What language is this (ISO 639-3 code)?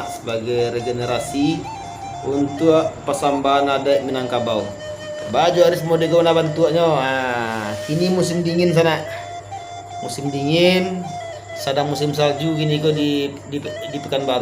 min